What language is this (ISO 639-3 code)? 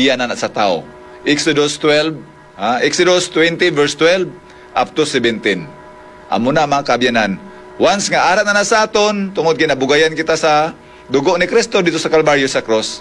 hil